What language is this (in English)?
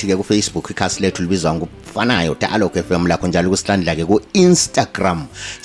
North Ndebele